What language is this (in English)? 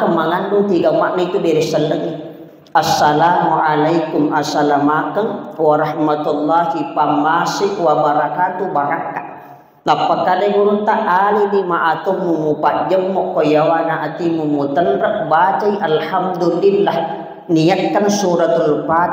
Buginese